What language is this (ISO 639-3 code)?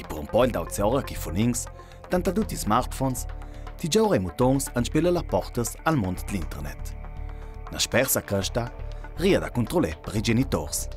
lld